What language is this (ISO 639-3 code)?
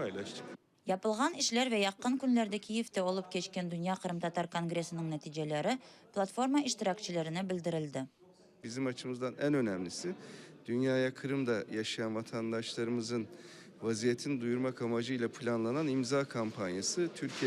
crh